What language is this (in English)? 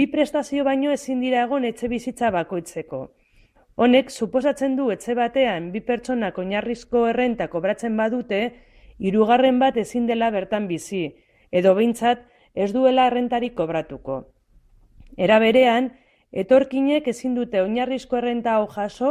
Basque